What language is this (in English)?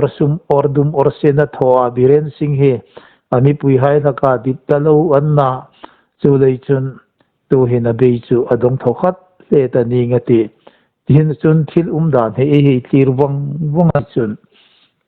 Hmar